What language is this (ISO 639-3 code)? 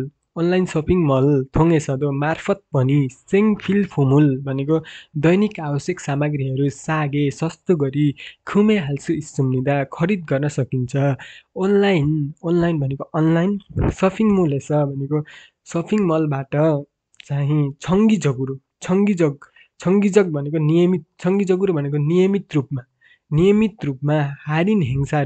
nep